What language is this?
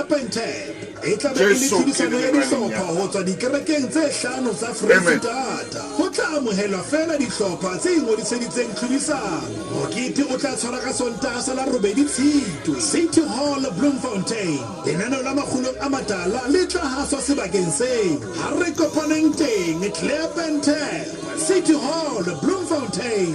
Southern Sotho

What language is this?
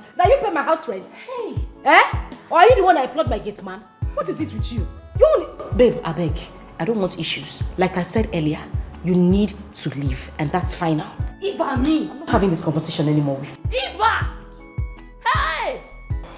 Nigerian Pidgin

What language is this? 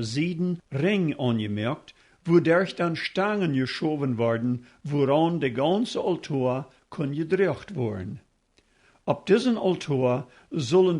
Plautdietsch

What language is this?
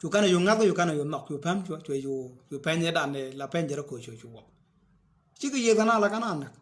Nuer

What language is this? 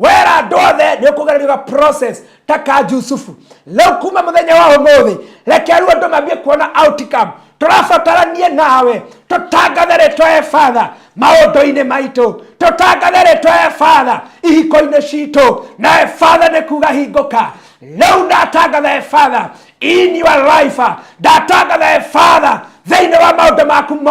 Kikuyu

